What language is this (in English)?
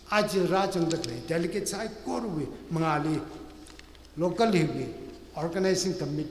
Tangkhul Naga (India)